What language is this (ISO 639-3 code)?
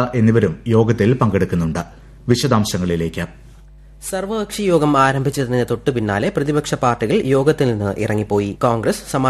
mal